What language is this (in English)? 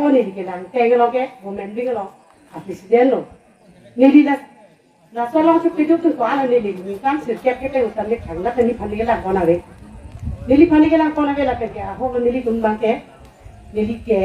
Karbi